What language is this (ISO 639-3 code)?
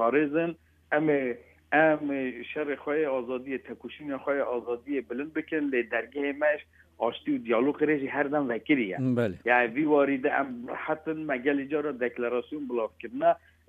kur